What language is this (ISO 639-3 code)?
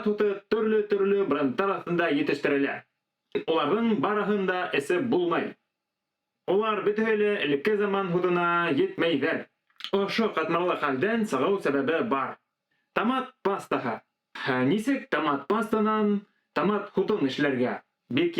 bak